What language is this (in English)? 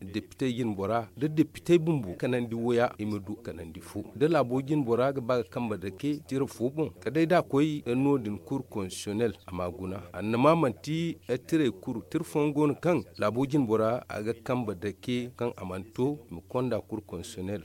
Zarma